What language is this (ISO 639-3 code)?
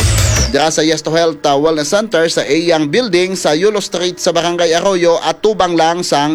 hil